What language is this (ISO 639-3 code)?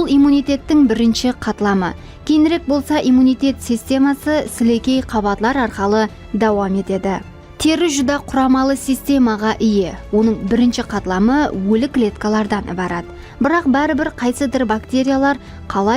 kaa